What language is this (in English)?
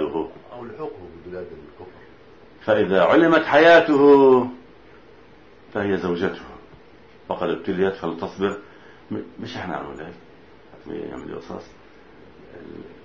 Arabic